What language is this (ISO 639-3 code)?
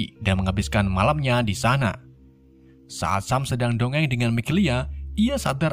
ind